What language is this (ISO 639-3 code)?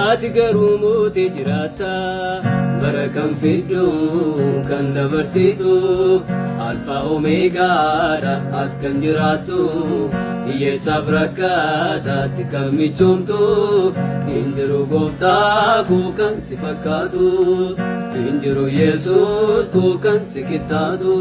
orm